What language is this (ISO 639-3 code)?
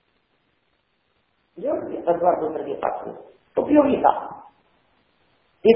hin